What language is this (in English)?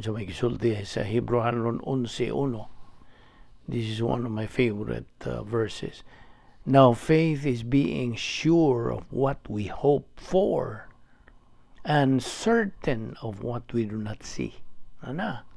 Cebuano